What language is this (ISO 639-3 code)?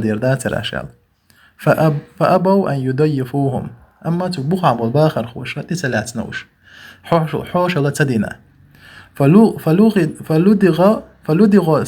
che